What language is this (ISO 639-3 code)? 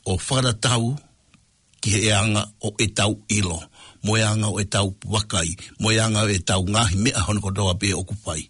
ton